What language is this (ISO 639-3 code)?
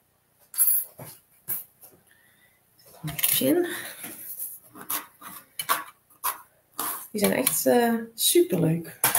nld